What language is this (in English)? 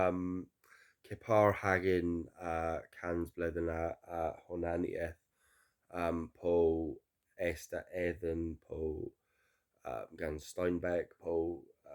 Cornish